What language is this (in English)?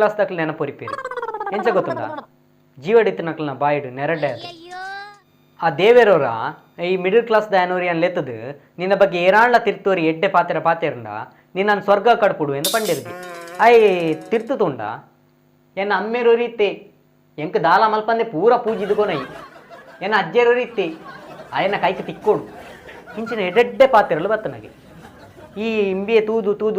Tulu